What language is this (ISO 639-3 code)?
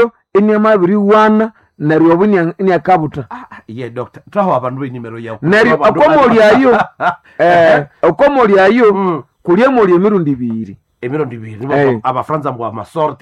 nnb